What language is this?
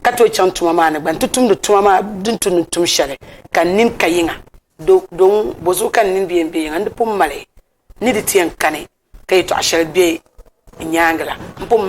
Dagbani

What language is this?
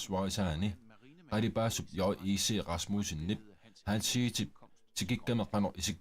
Kalaallisut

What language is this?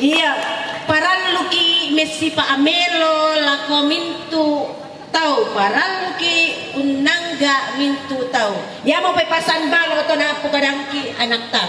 Toraja-Sa'dan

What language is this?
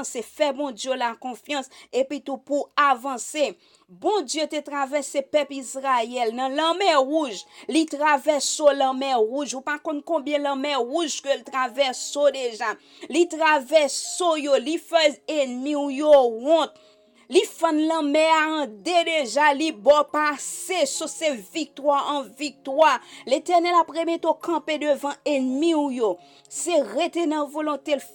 Haitian Creole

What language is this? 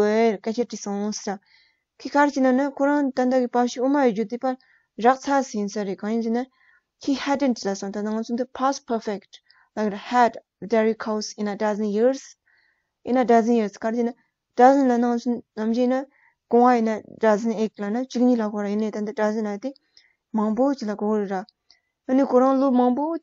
Tibetan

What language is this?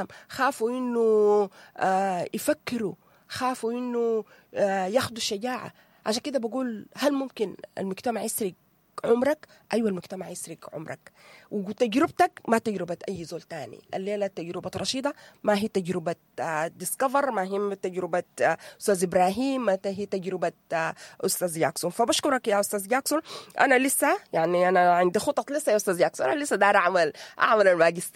Sudanese Arabic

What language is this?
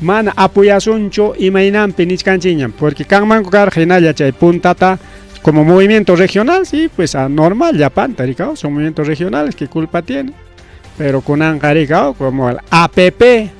Ayacucho Quechua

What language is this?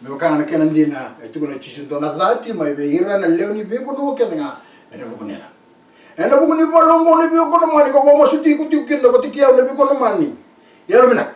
Fijian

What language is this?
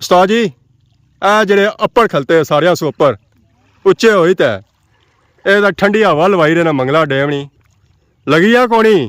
Pahari-Potwari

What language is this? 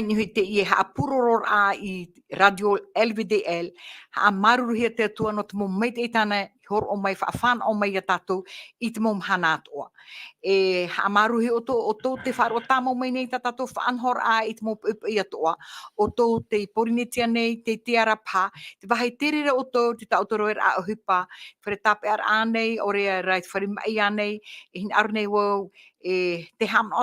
Tahitian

